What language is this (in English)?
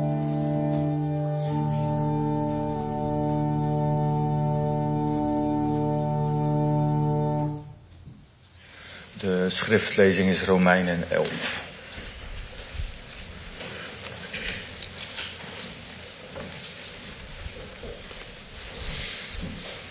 Dutch